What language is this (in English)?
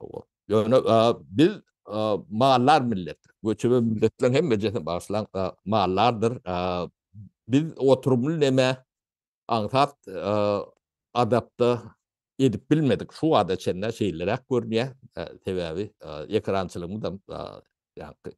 Turkmen